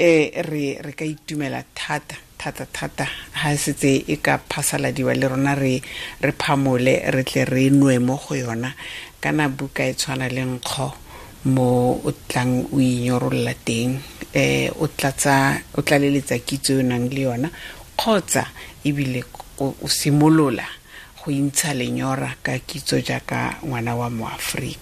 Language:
Tswana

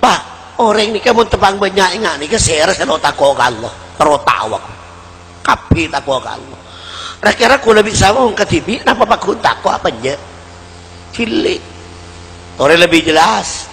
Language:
Madurese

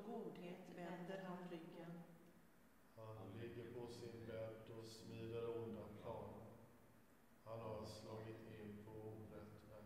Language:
Swedish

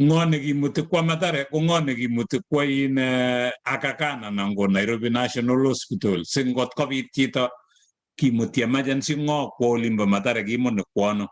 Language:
Kalenjin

